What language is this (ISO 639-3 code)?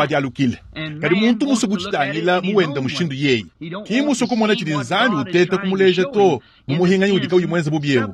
lua